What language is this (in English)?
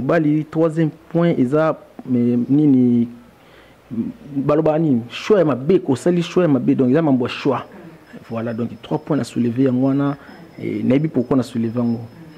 Lingala